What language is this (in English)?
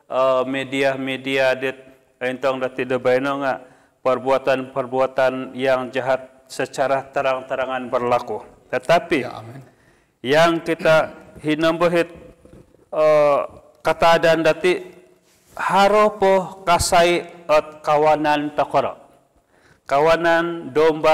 Central Dusun